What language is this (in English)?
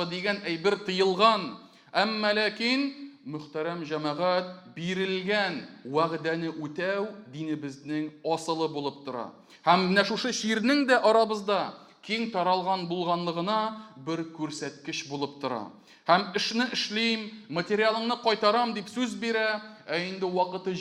Tatar